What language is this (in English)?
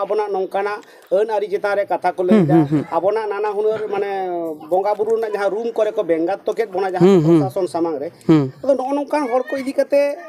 Santali